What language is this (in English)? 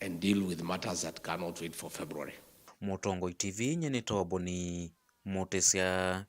Kamba